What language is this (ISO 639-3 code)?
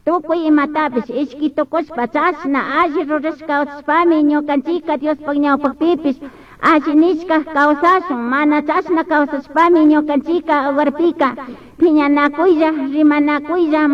qug